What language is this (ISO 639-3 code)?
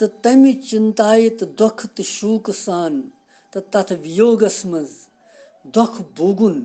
kas